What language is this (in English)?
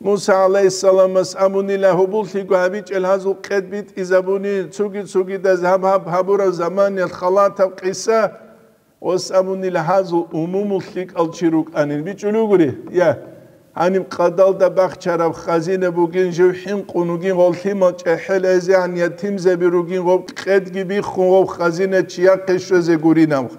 Avaric